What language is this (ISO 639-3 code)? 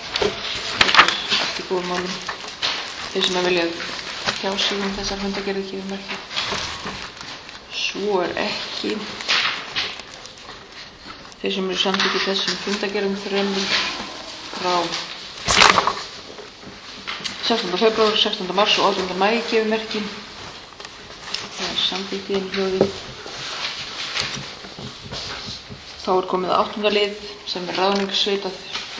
isl